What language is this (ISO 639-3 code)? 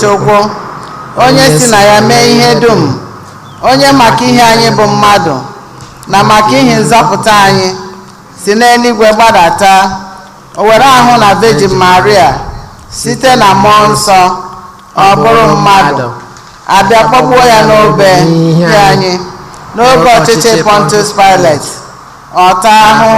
ibo